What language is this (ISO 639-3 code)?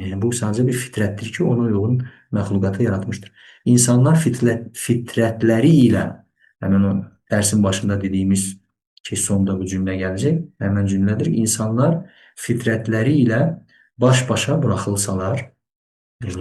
aze